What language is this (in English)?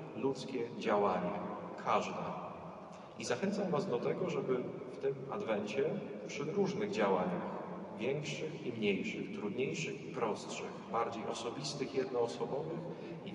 Polish